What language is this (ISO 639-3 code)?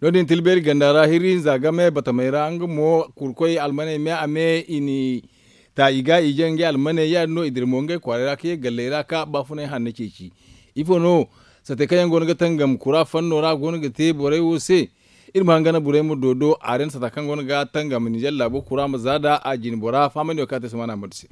dje